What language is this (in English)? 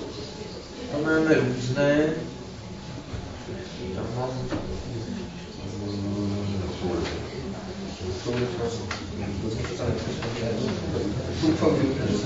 Czech